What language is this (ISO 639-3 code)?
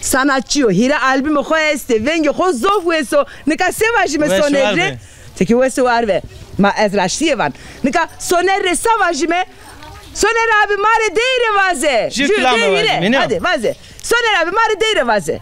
zza